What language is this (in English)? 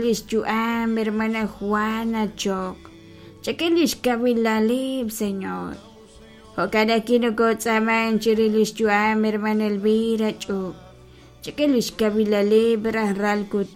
Kekchí